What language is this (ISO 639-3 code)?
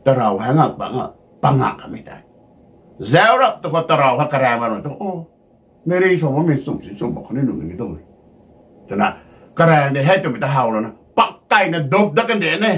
nbu